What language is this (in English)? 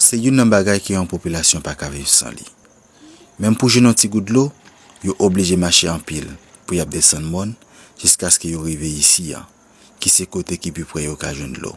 Haitian Creole